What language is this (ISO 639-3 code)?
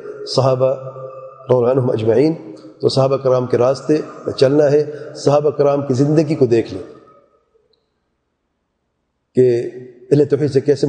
urd